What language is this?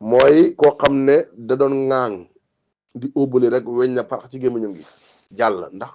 Wolof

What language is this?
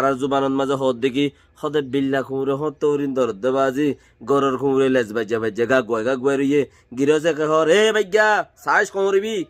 Rohingya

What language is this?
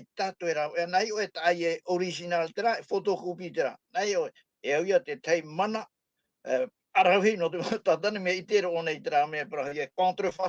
Tahitian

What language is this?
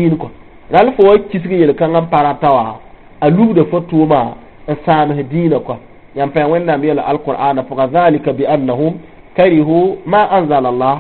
Mossi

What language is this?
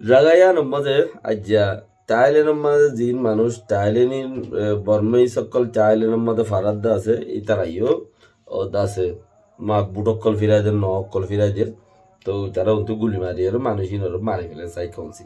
Rohingya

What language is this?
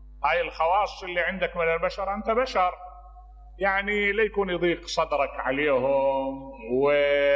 Mesopotamian Arabic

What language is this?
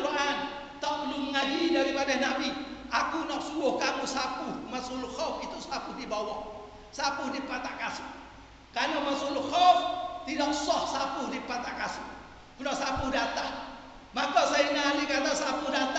Malay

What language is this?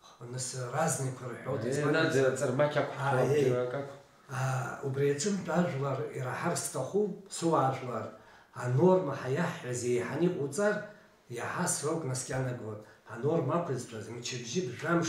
Abkhazian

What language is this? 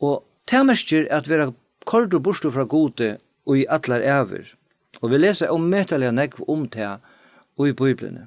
Faroese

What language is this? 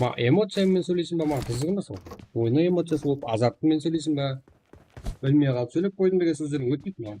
Kara-Kalpak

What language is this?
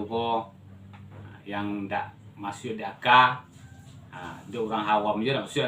Minangkabau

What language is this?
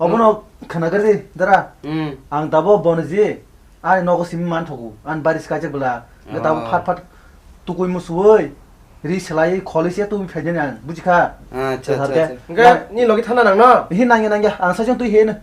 Kok Borok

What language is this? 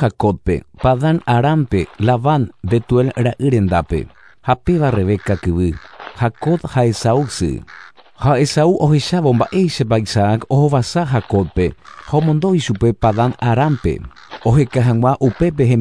Guarani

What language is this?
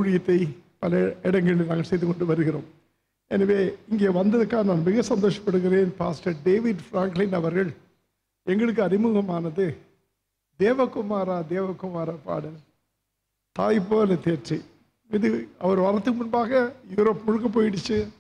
Tamil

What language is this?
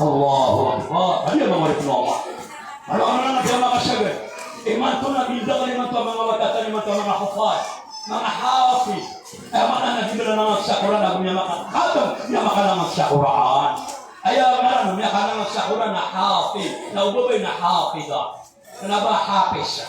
Maranao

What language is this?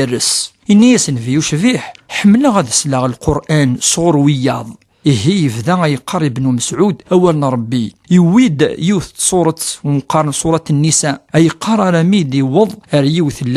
Kabyle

